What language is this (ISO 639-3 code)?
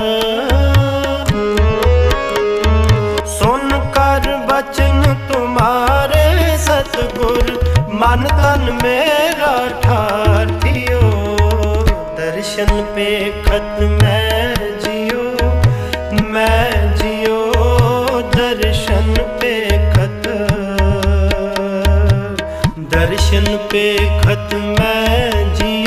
hin